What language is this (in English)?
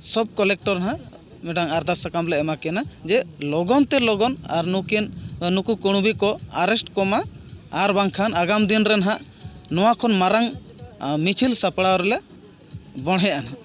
Santali